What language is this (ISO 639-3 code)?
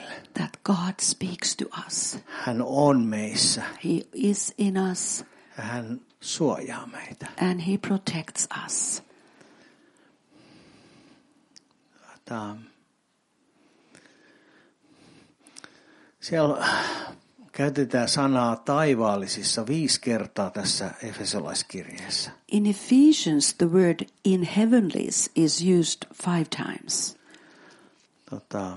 fin